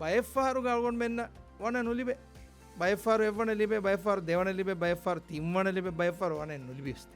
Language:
Divehi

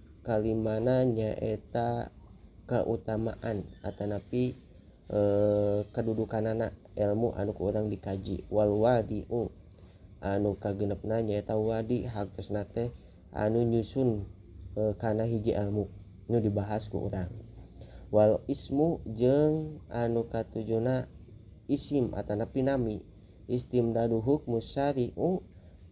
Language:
Sundanese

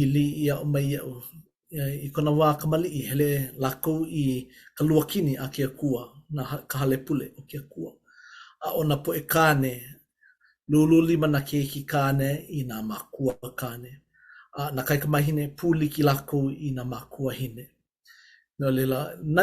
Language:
Hawaiian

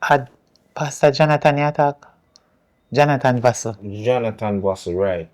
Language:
Jamaican Creole English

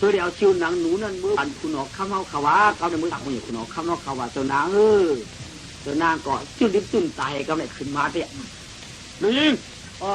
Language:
Shan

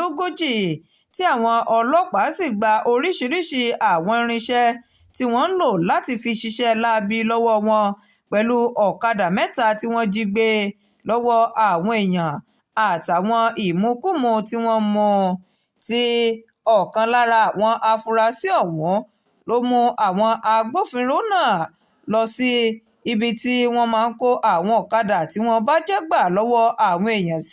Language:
Yoruba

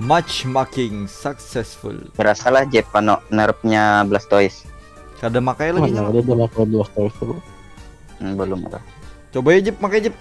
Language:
Banjar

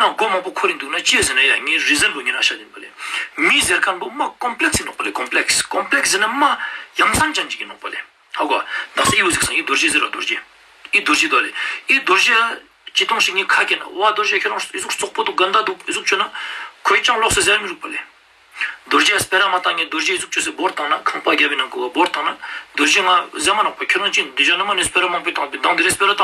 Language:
Ladakhi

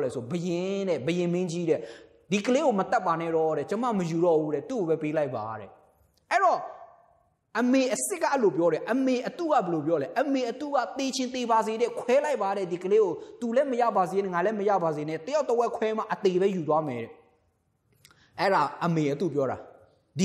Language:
Burmese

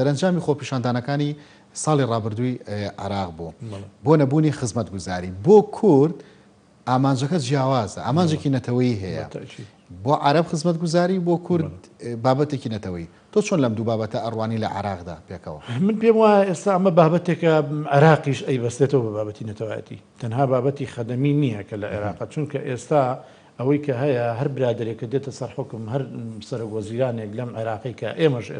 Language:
Central Kurdish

